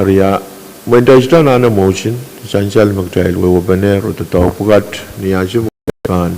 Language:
Pohnpeian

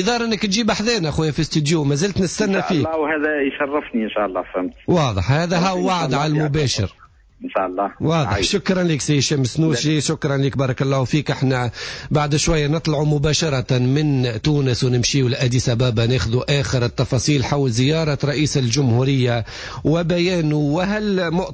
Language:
Tunisian Arabic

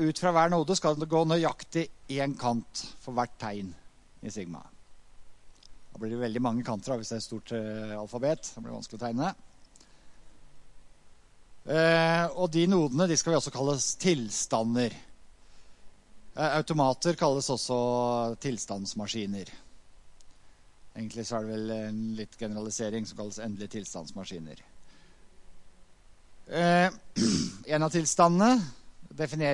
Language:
Norwegian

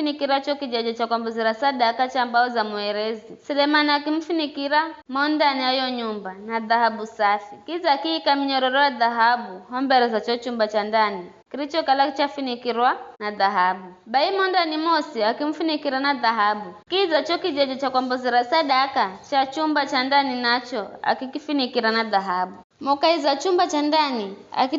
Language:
Giryama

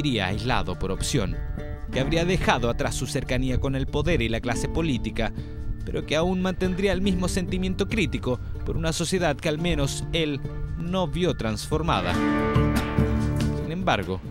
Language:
Spanish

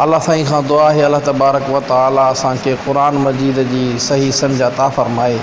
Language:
Sindhi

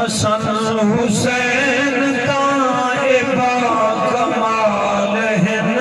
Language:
Saraiki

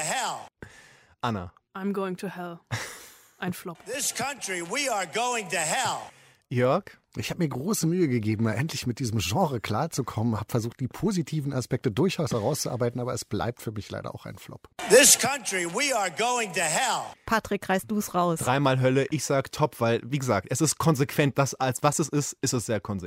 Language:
German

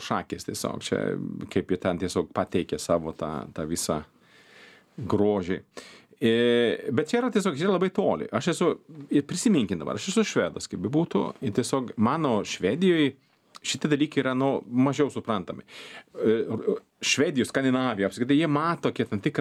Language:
Lithuanian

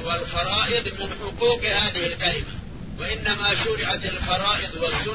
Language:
Arabic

